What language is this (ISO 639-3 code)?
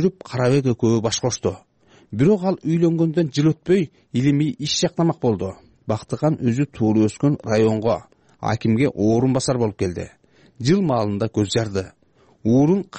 kir